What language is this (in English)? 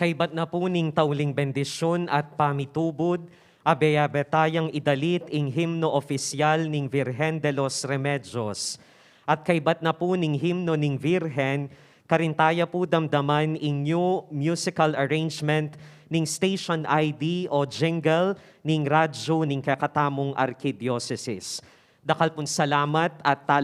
Pampanga